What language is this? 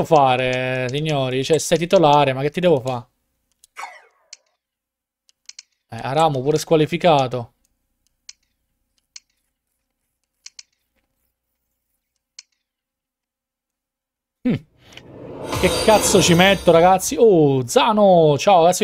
Italian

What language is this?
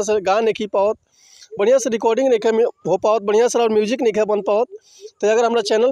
Bhojpuri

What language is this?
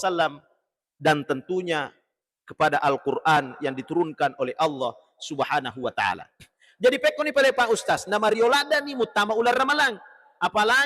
Buginese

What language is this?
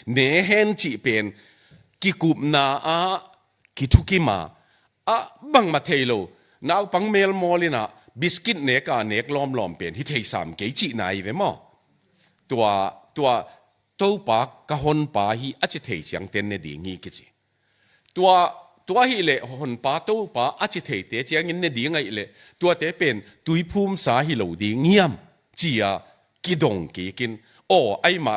Tedim Chin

